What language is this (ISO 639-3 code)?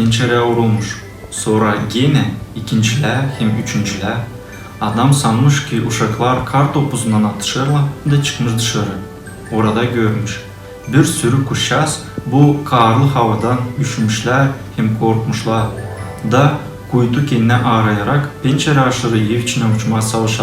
gag